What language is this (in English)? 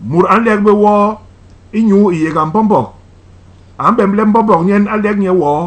Basaa